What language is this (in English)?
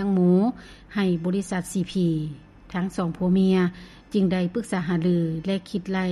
Lao